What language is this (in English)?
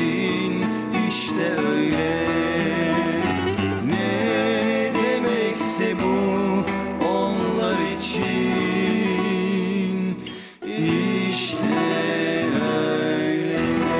Turkish